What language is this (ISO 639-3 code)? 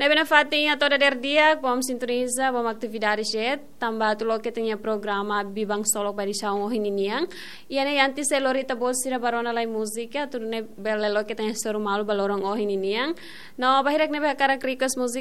tet